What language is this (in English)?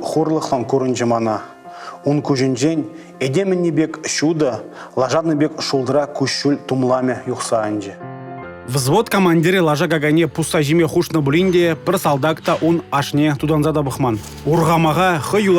Chuvash